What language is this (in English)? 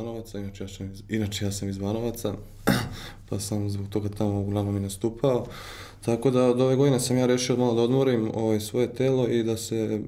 Serbian